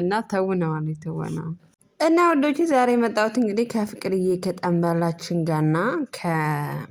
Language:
Amharic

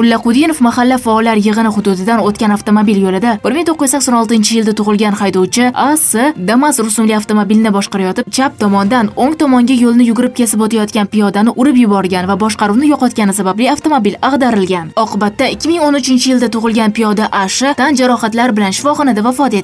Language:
Uzbek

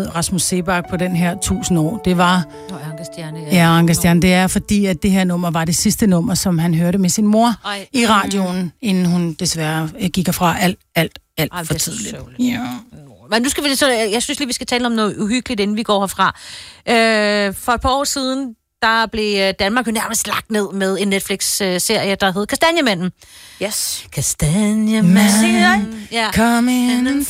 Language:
Danish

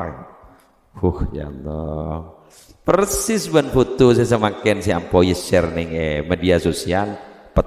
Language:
Madurese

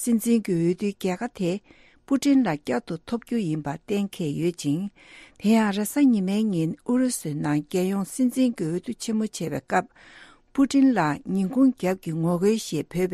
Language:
Tibetan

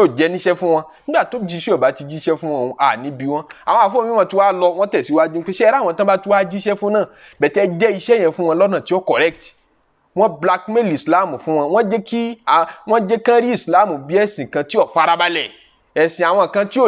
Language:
Yoruba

